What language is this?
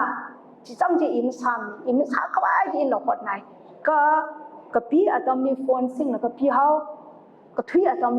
Tangkhul Naga (India)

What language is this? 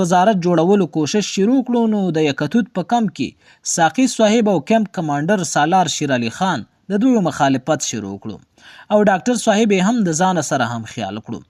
Pashto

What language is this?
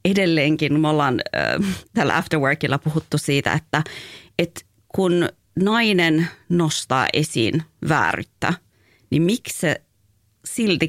Finnish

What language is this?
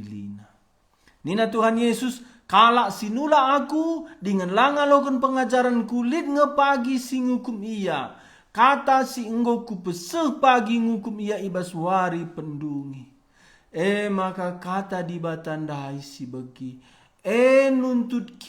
Batak Karo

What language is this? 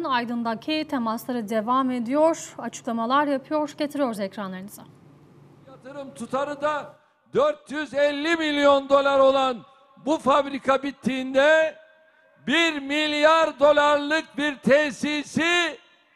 Turkish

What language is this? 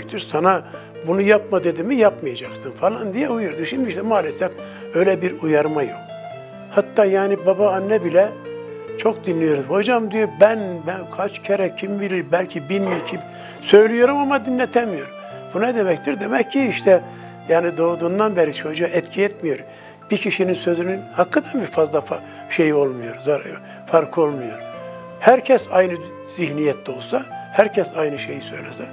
Turkish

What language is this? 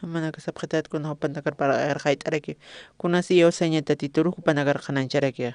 Aymara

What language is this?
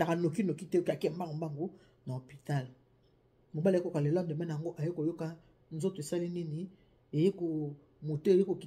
Lingala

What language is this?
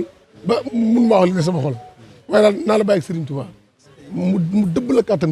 Wolof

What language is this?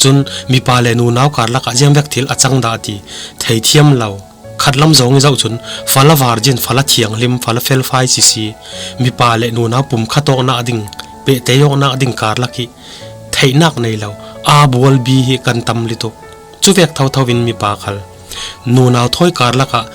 Falam Chin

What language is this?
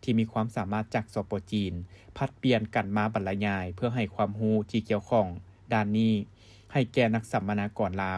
Lao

